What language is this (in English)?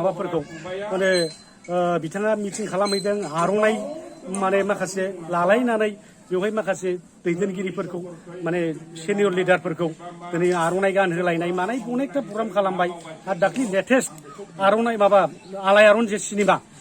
Bodo